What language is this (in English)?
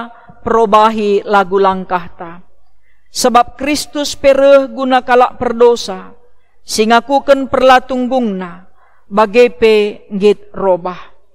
Batak Karo